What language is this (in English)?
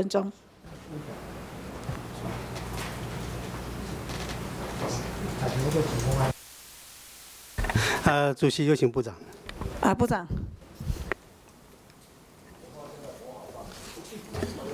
Chinese